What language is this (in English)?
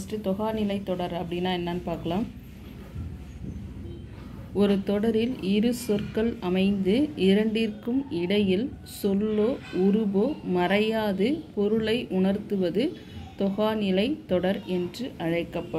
Tamil